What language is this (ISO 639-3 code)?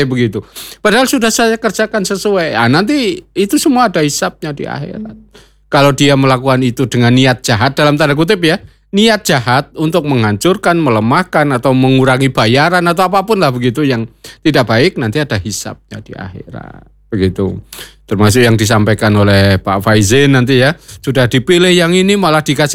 ind